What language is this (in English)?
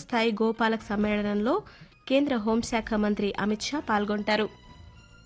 Telugu